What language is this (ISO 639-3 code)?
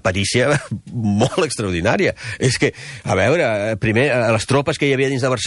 cat